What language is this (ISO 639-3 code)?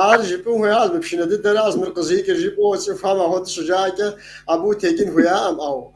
kbd